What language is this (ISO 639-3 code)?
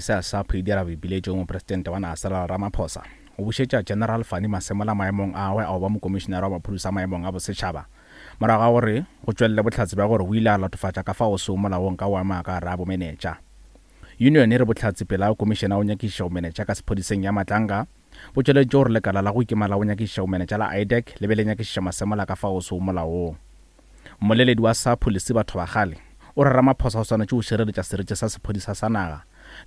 nso